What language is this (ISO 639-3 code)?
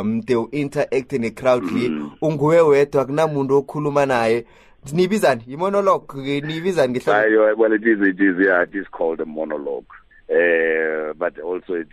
nbl